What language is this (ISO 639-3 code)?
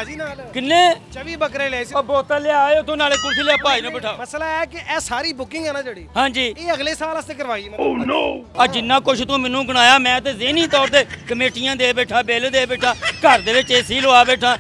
pan